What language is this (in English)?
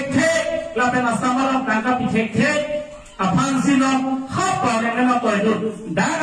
Karbi